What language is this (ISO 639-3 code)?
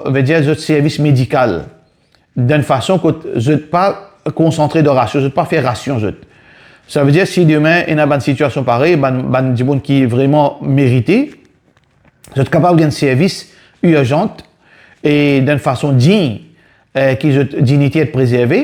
mfe